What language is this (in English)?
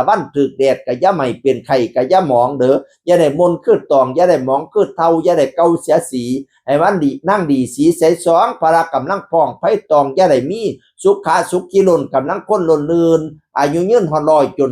Lao